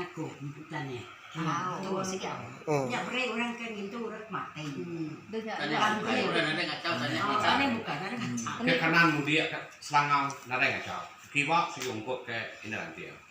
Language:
Iban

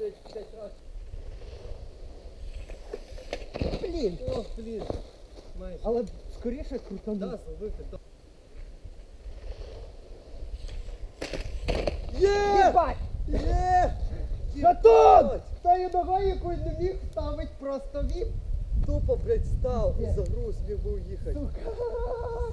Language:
Ukrainian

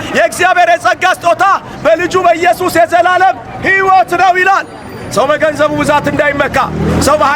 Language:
Amharic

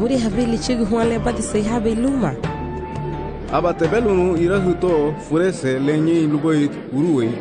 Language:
Garifuna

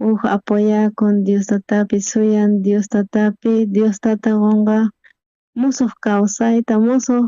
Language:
South Bolivian Quechua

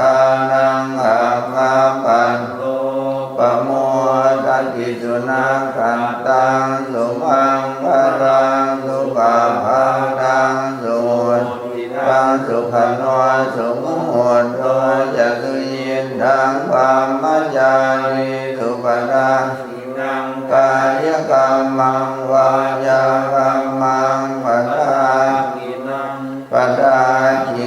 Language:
Pali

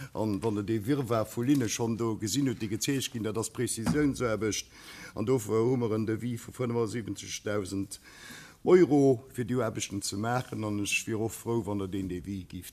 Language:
Luxembourgish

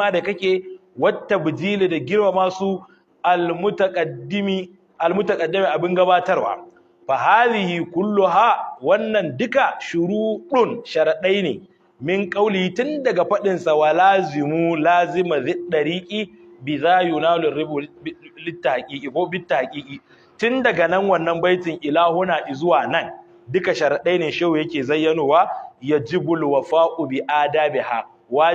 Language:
Hausa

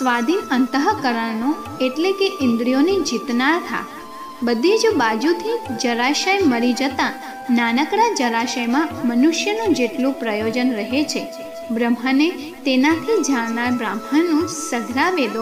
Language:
Gujarati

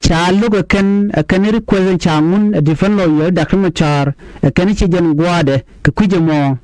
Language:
Nuer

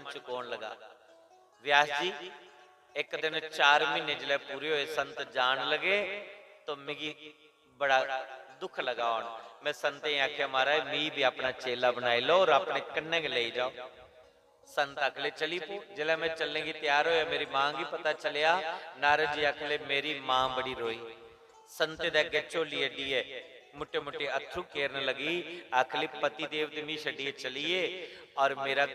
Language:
Dogri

